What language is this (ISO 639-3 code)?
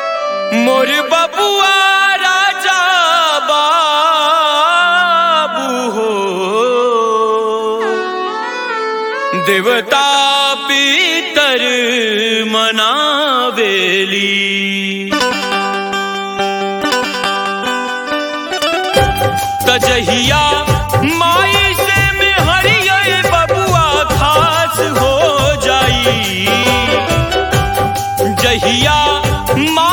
bho